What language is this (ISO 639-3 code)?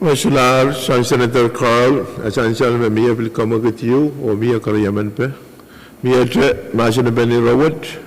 pon